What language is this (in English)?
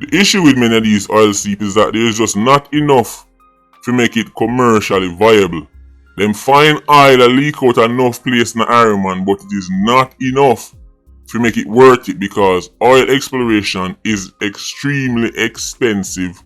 Jamaican Creole English